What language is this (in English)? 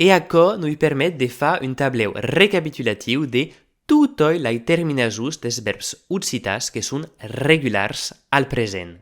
Occitan